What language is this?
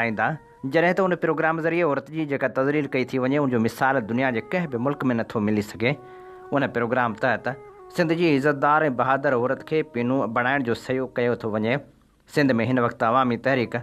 Sindhi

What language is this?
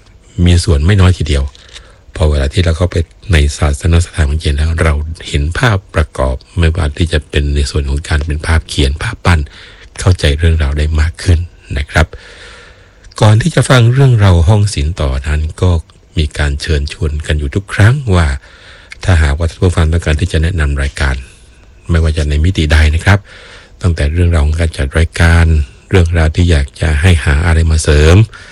Thai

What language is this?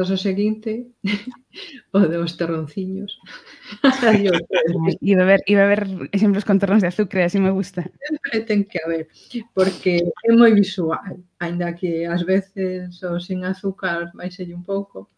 Galician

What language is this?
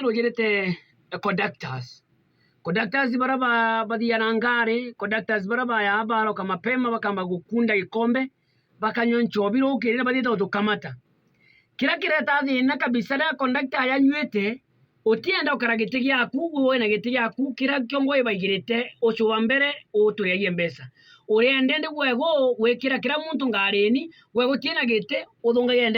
Meru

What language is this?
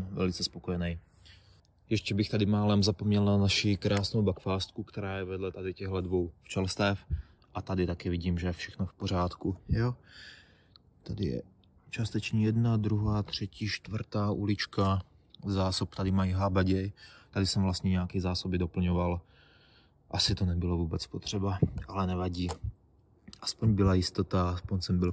Czech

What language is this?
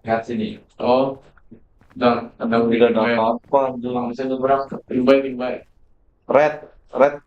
Banjar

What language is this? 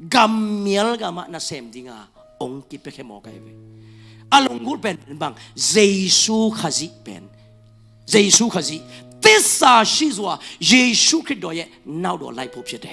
Tedim Chin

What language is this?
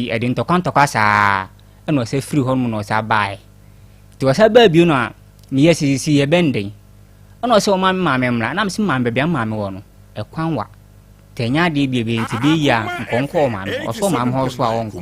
Akan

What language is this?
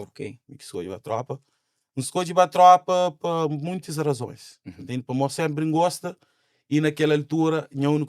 Kabuverdianu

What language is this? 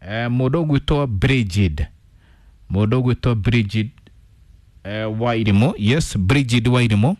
Kikuyu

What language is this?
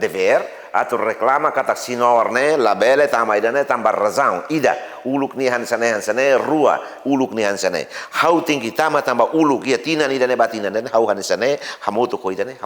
Tetum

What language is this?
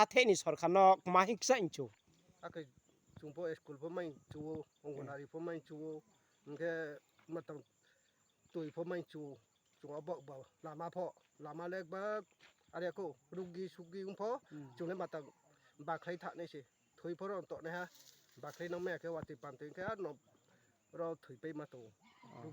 Riang (India)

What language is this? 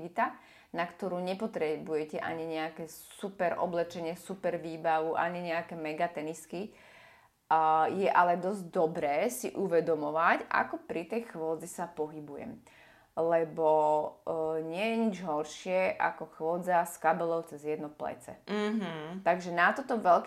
Slovak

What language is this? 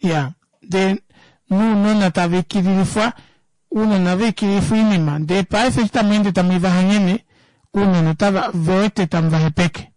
Kuanyama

